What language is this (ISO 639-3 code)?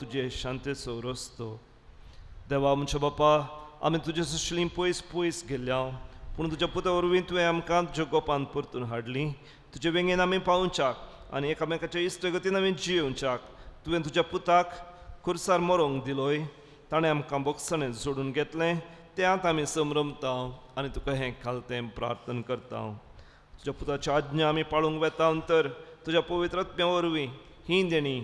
kok